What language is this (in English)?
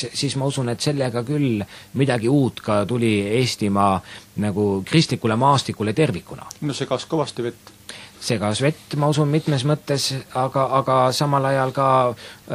Estonian